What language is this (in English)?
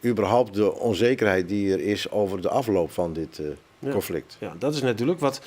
Western Frisian